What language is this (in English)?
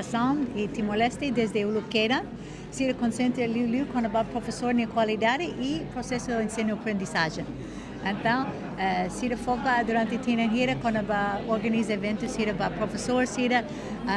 Tetum